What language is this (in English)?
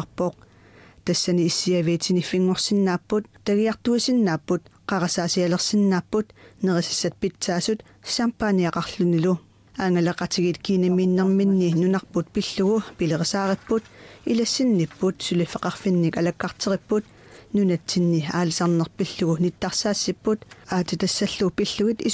Kalaallisut